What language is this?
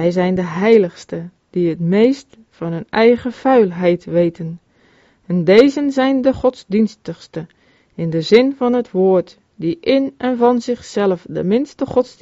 Dutch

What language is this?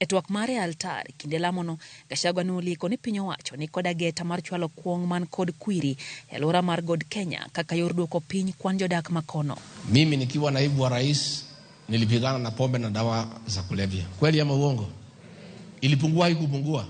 Luo (Kenya and Tanzania)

